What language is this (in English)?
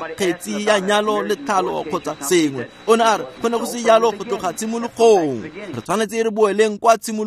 Tswana